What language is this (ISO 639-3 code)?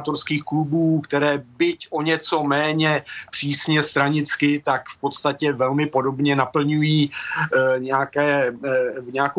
ces